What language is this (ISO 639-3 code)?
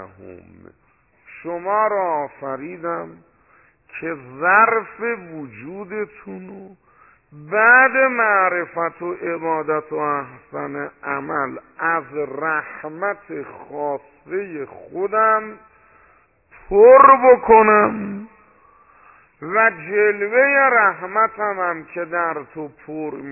fas